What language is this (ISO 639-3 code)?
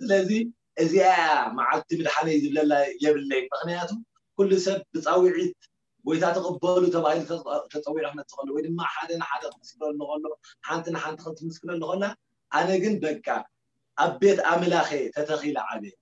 tir